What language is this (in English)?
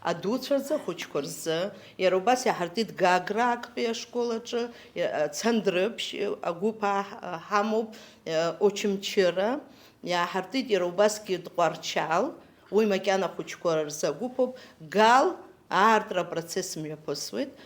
Abkhazian